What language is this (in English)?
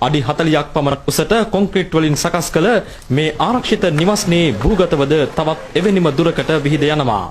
Sinhala